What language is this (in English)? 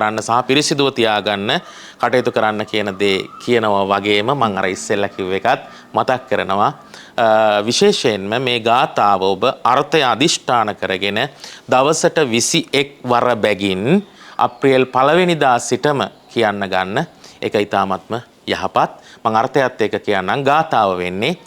Sinhala